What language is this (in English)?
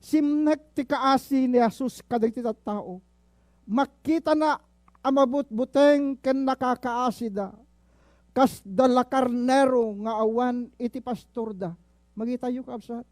Iloko